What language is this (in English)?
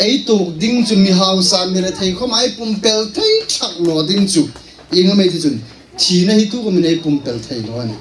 Hmar